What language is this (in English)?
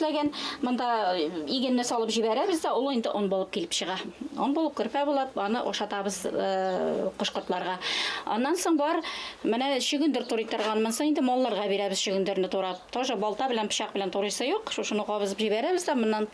Bashkir